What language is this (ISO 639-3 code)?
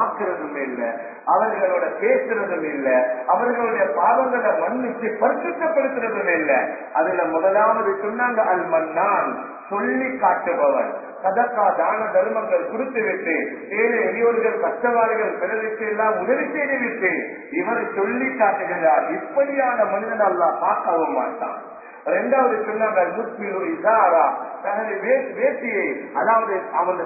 tam